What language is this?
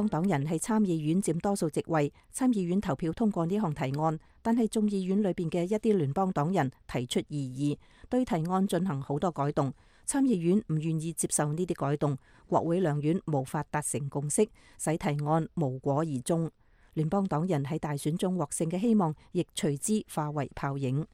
Cantonese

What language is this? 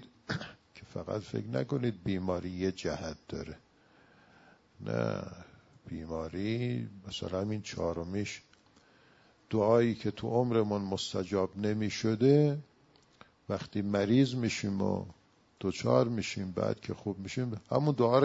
Persian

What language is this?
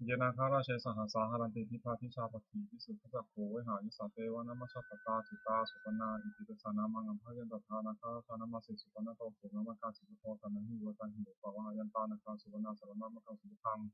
Pali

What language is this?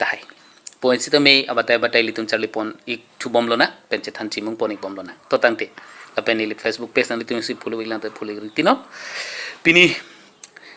Karbi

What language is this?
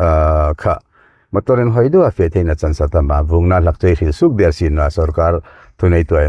Hmar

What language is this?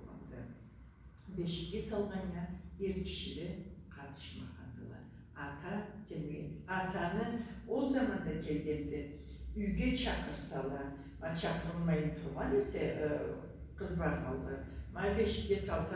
Karachay-Balkar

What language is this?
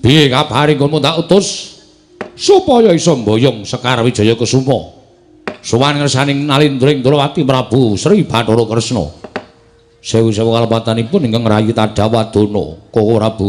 Javanese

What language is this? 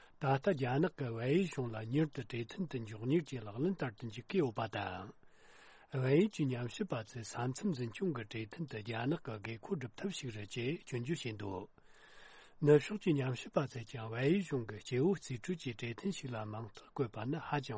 Tibetan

